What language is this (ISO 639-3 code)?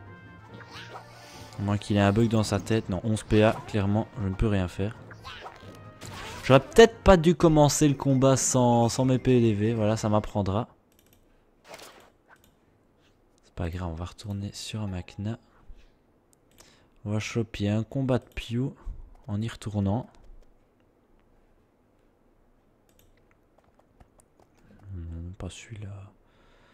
fra